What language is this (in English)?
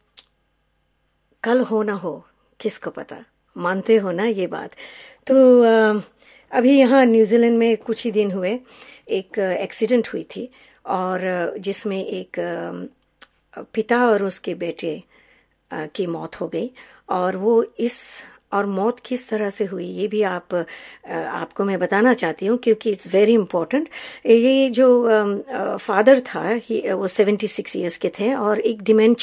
Hindi